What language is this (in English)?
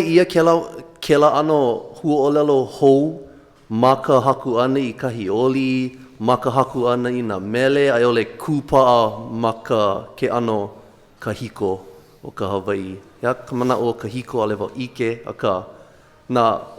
Hawaiian